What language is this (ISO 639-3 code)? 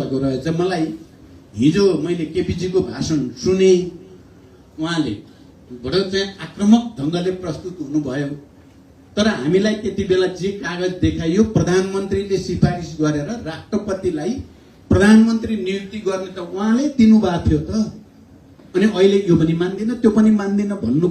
nep